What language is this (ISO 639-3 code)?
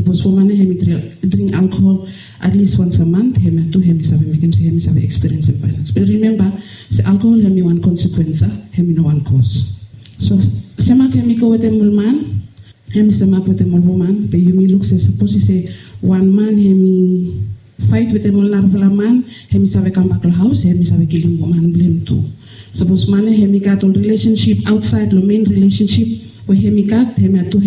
bis